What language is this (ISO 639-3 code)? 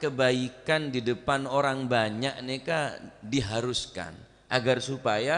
mad